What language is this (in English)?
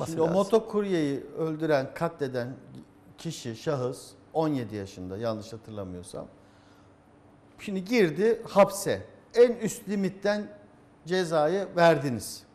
Turkish